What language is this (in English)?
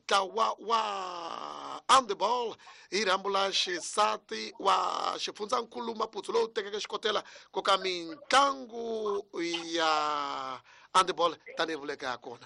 Tsonga